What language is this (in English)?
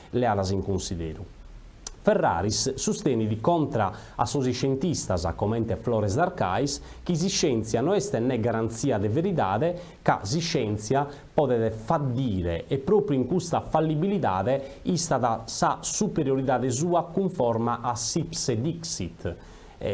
Sardinian